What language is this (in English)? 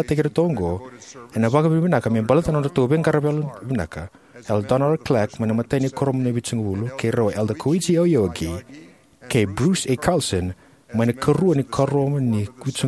Fijian